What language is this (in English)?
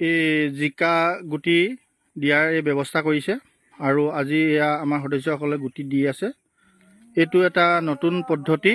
Assamese